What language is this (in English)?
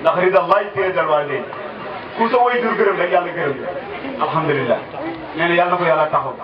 Wolof